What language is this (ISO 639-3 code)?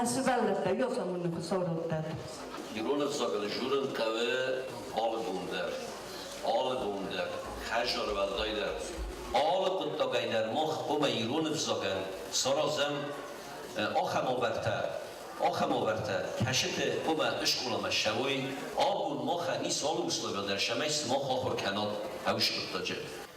oss